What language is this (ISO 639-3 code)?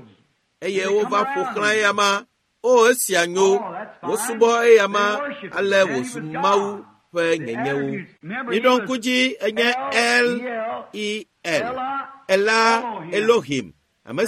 ewe